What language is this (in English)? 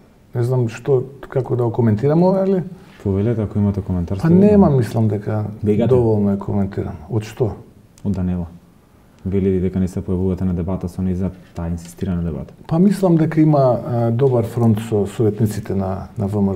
Macedonian